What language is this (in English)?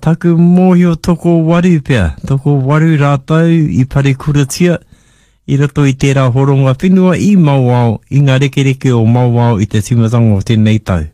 Māori